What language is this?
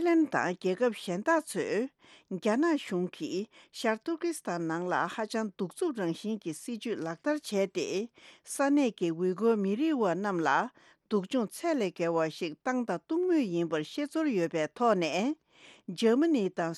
Tibetan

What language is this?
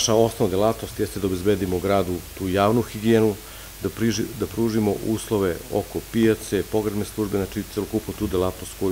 Serbian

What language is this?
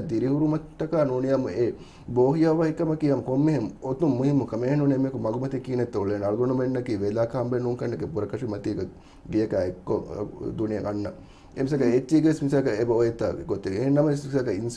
Divehi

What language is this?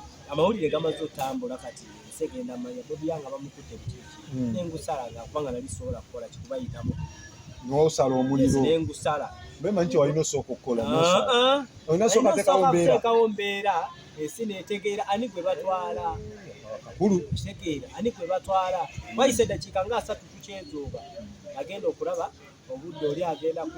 Ganda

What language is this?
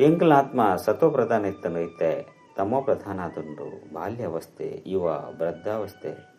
Tulu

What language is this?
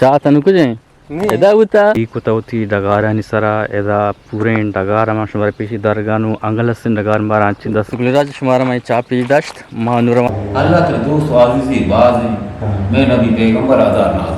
Eastern Balochi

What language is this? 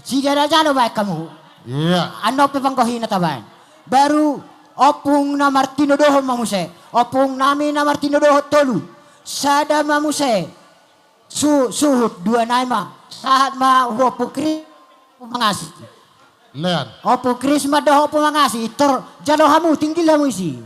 Batak Toba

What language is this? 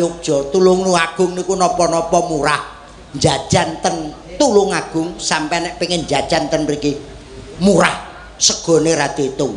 Javanese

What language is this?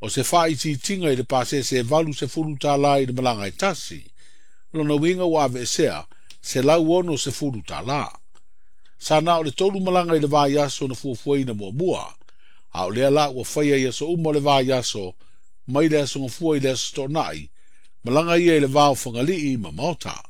Samoan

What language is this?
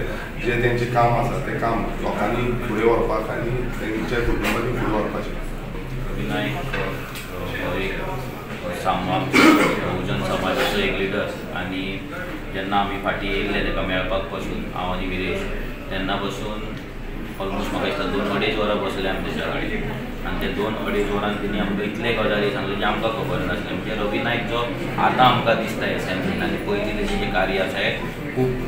Konkani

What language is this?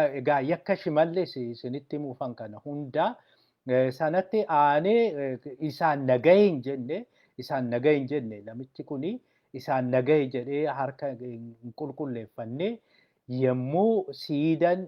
Oromo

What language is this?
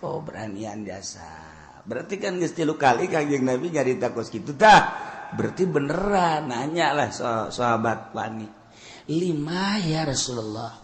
Sundanese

